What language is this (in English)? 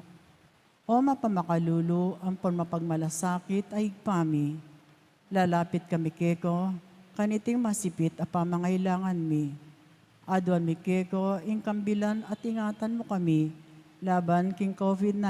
Pampanga